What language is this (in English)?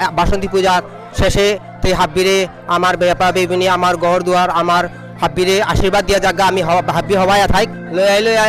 Bishnupriya